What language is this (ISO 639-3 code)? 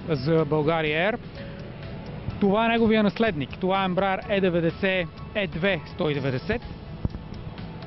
bul